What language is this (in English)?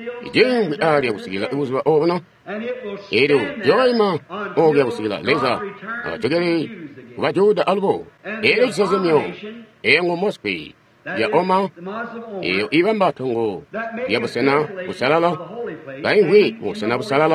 Tonga (Zambia)